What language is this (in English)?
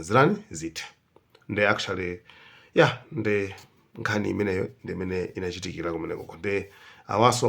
Nyanja